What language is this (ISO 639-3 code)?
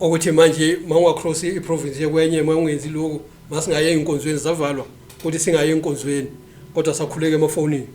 zul